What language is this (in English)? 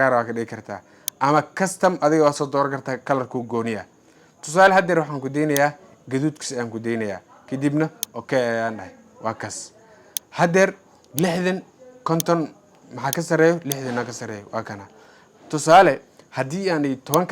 Somali